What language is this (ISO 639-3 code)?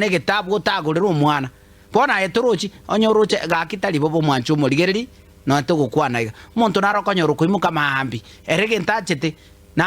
guz